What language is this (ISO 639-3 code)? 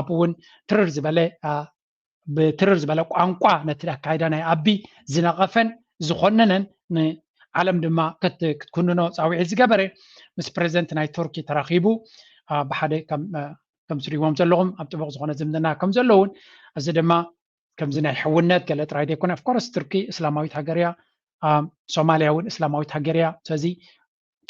tir